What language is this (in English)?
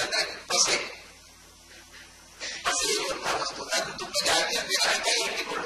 Kannada